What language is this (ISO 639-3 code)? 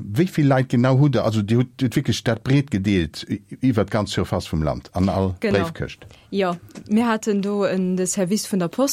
ltz